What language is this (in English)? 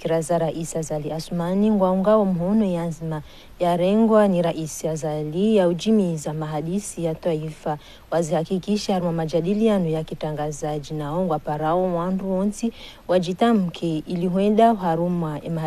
Ngazidja Comorian